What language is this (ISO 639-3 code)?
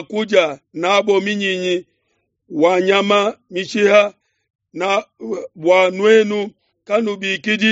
lua